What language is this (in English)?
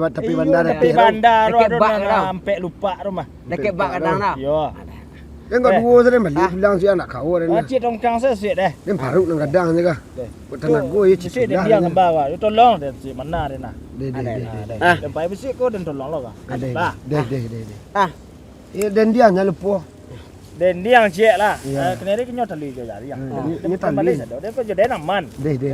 Minangkabau